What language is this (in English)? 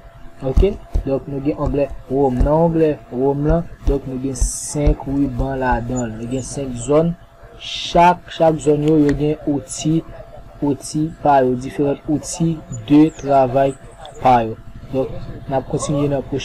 Haitian Creole